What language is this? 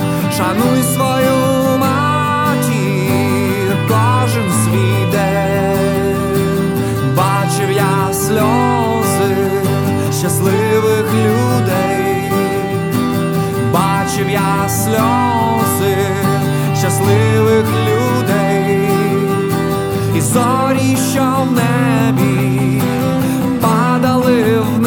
Ukrainian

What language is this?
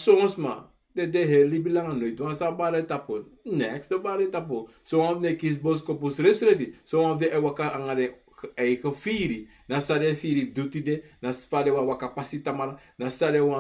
Sranan Tongo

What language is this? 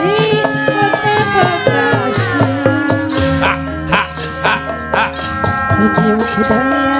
Betawi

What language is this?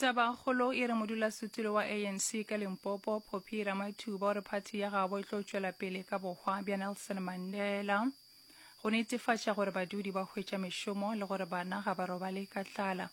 Northern Sotho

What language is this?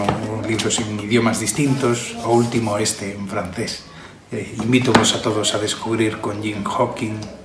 Galician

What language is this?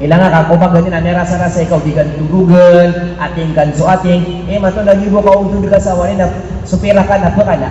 Maranao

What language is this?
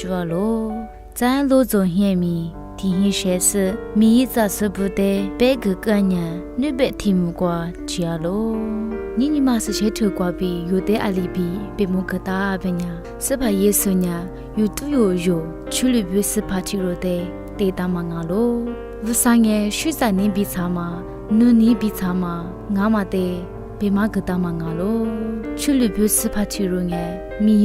Lisu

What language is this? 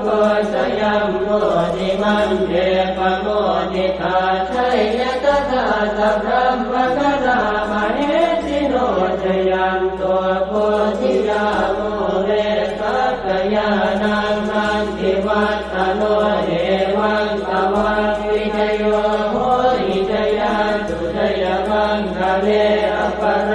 Pali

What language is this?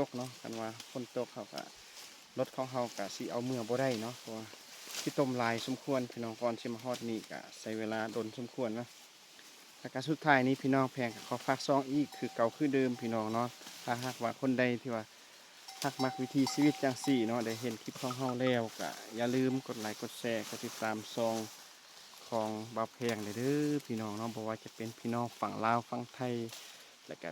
Lao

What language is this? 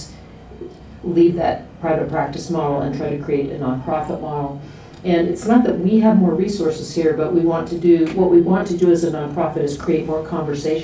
English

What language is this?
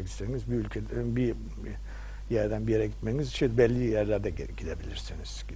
Turkish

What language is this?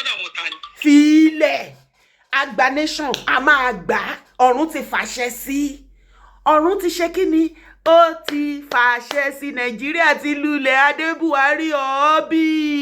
Yoruba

